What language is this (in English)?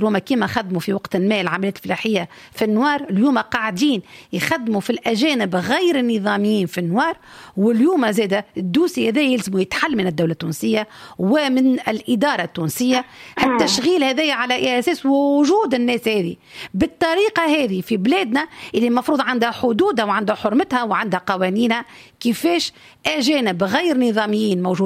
Tunisian Arabic